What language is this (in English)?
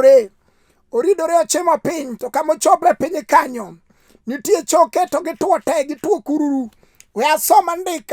Luo (Kenya and Tanzania)